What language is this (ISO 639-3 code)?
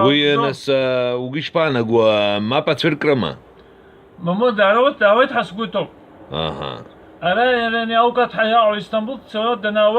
abk